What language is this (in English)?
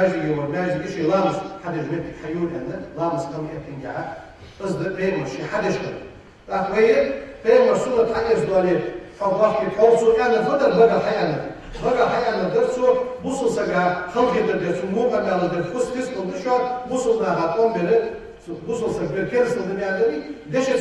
Ingush